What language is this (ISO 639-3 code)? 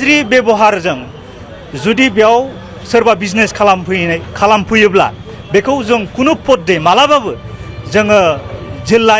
brx